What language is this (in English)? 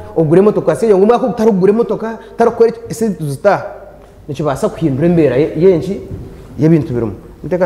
Nyankole